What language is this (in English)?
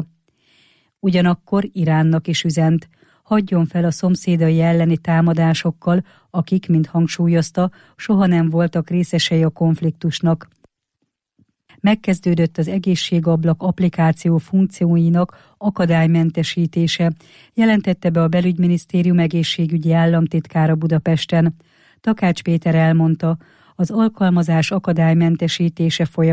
Hungarian